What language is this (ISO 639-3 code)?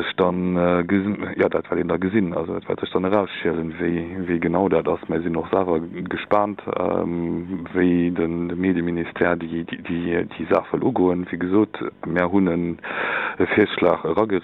ltz